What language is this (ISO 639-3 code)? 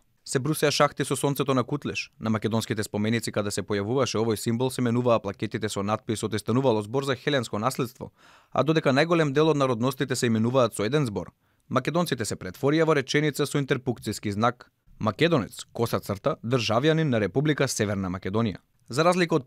mkd